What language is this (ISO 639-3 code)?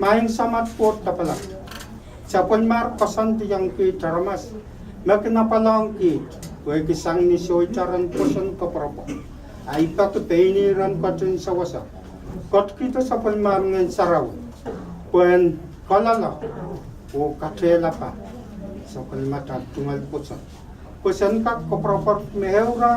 pon